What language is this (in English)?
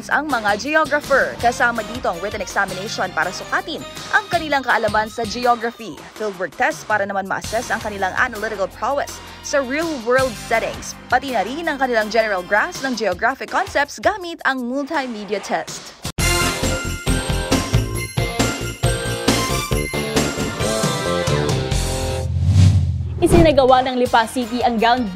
Filipino